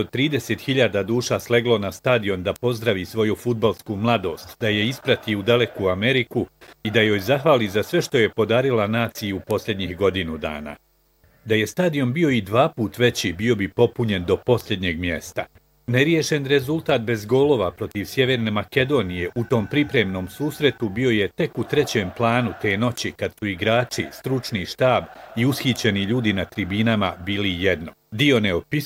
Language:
Bosnian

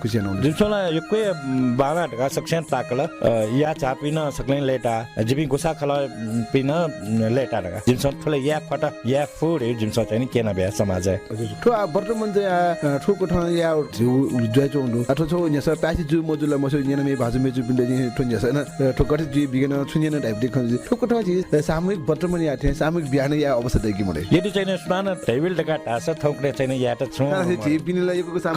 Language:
Newari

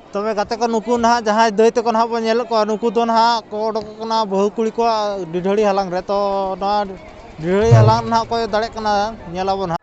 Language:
Santali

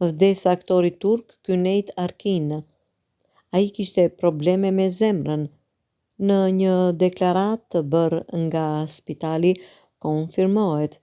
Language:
Albanian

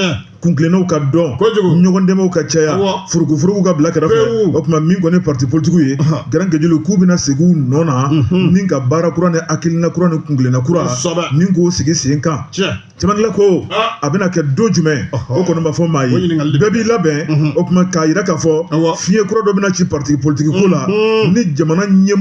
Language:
Bambara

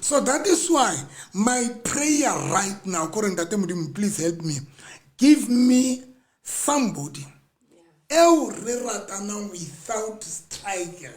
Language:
Southern Sotho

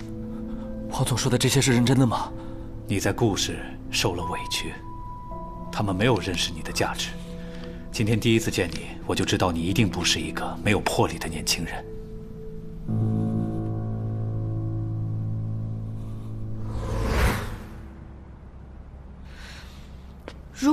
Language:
Chinese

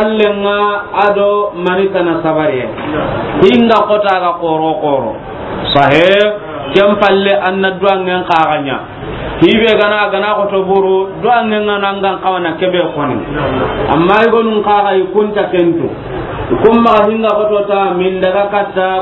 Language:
Soninke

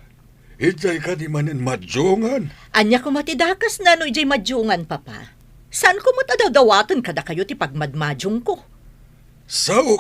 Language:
Iloko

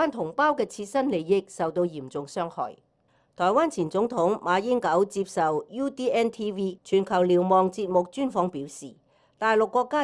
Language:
Cantonese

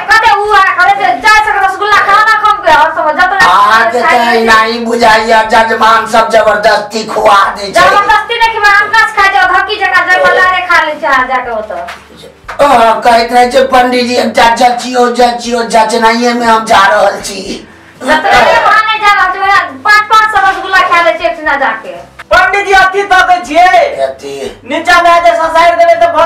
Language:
Maithili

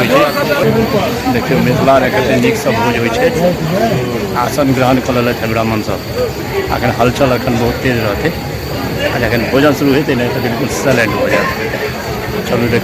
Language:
Maithili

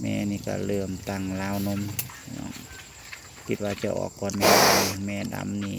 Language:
Northeastern Thai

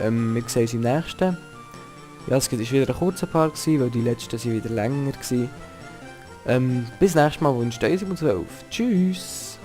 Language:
Swiss German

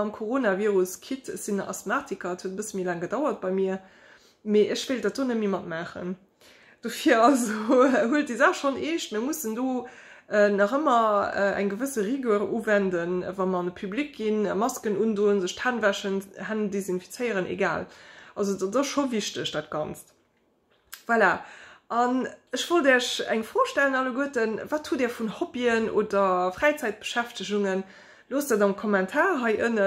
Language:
Luxembourgish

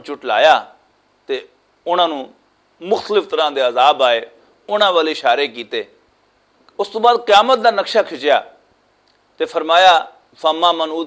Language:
Western Panjabi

